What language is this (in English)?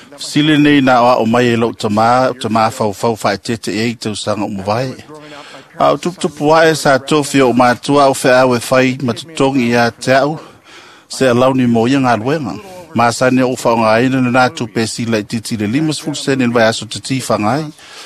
Samoan